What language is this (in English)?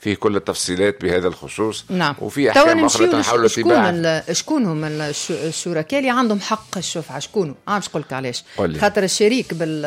Tunisian Arabic